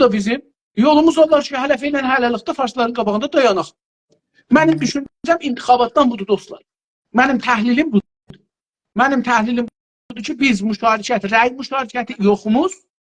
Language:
South Azerbaijani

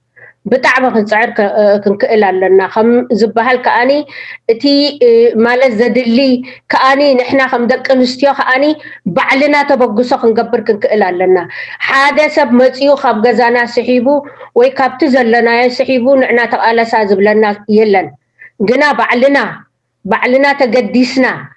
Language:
Tigrinya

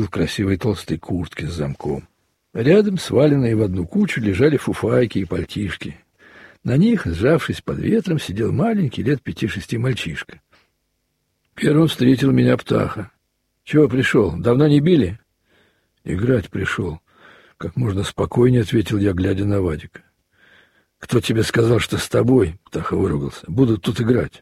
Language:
Russian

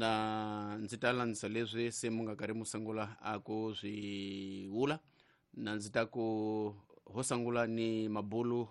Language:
Tsonga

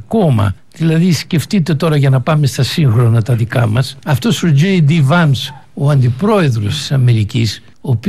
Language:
Greek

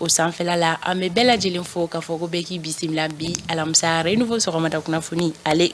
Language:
Bambara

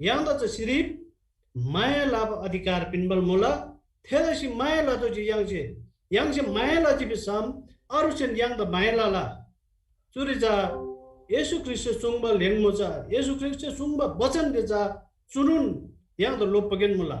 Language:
Eastern Tamang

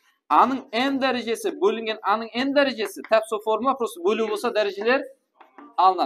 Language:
Kara-Kalpak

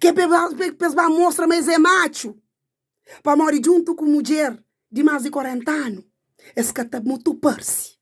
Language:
Kabuverdianu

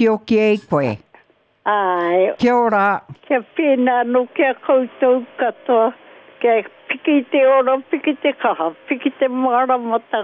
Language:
Māori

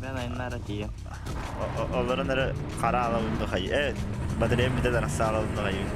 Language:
Yakut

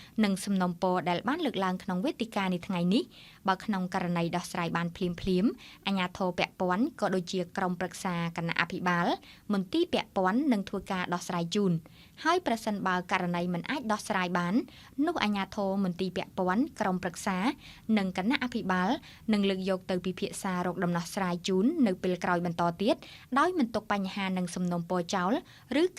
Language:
Khmer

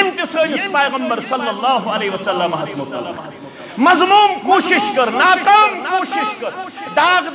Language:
Kashmiri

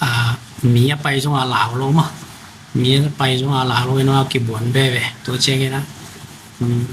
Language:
Tedim Chin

